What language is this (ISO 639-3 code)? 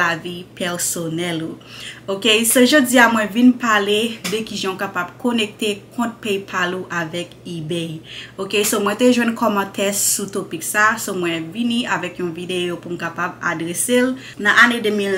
hat